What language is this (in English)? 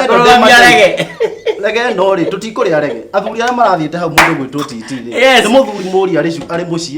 Kikuyu